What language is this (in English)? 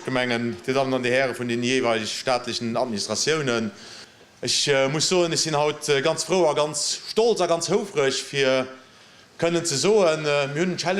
Luxembourgish